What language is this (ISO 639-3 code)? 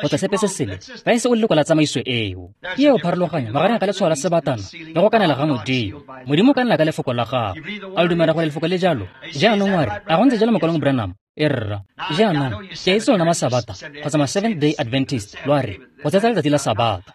tsn